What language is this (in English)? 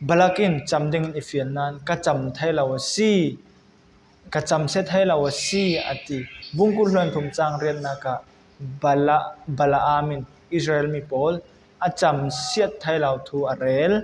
Falam Chin